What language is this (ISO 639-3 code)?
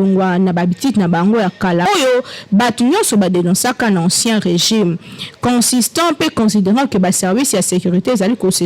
lin